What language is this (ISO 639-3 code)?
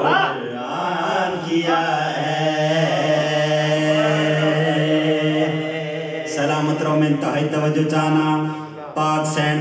urd